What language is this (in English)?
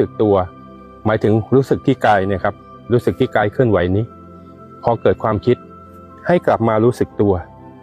Thai